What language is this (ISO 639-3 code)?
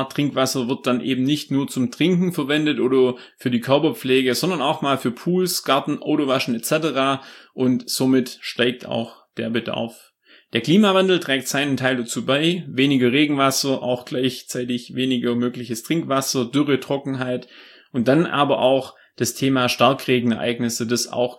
deu